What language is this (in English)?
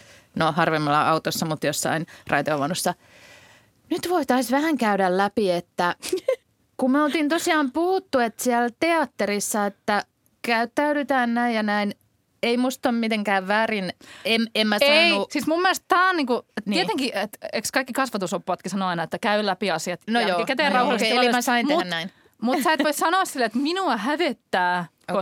Finnish